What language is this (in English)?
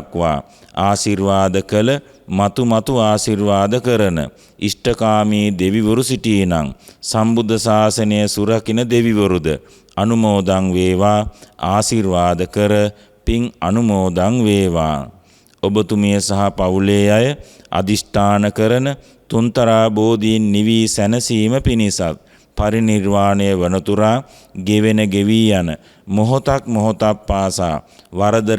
Sinhala